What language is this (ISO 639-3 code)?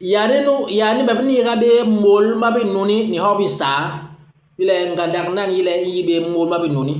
bas